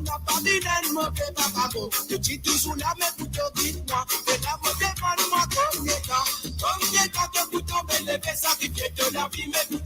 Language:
Morisyen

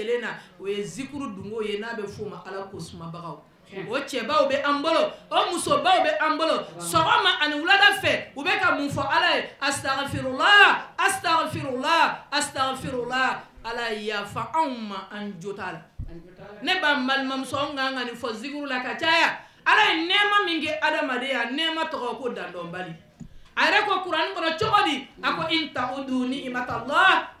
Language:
Bambara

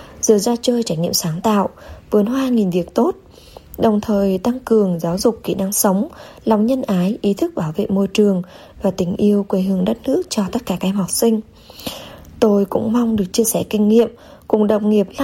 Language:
Vietnamese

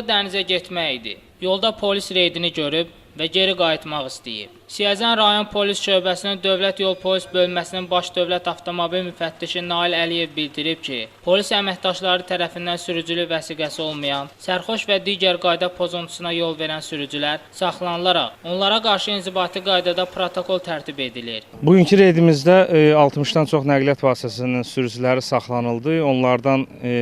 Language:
Azerbaijani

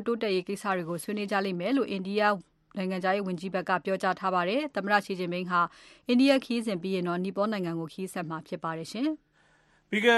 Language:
Burmese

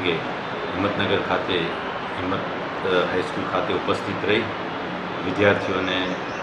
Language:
Gujarati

